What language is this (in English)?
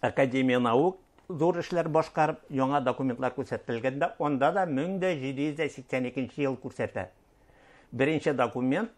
Bashkir